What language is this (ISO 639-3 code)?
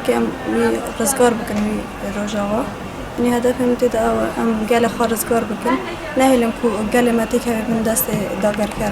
kur